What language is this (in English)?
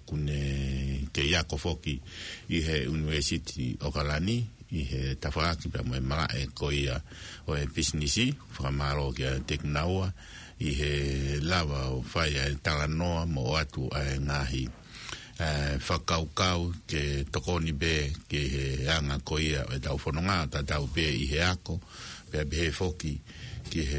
Tongan